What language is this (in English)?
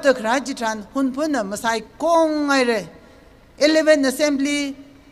Tangkhul Naga (India)